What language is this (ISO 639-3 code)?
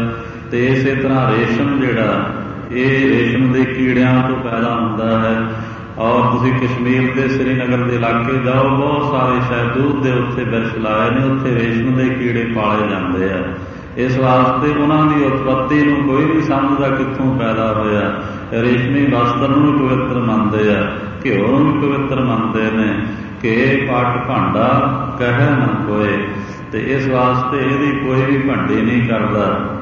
pan